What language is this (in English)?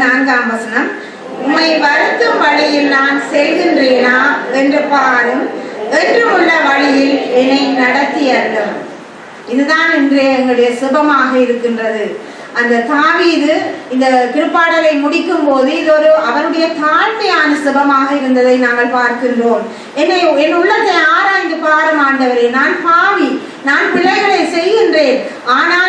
Tamil